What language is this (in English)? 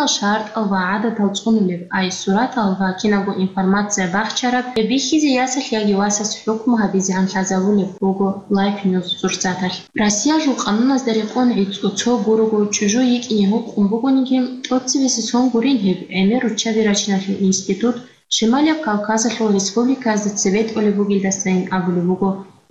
Avaric